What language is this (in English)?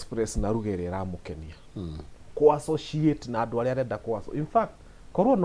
Kikuyu